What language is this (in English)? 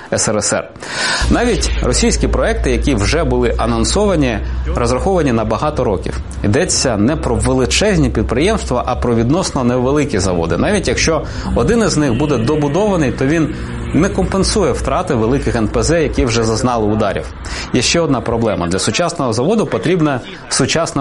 Ukrainian